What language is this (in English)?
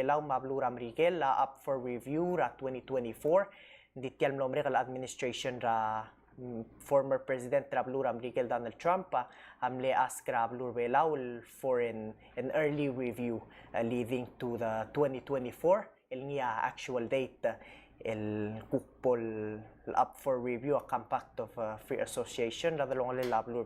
Palauan